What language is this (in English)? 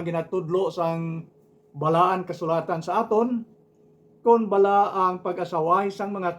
Hiligaynon